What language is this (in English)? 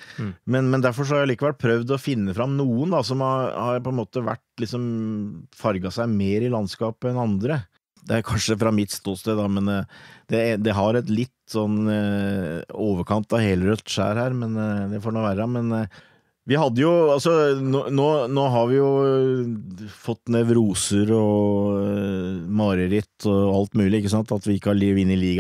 Norwegian